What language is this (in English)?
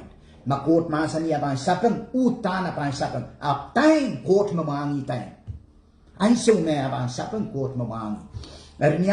Pohnpeian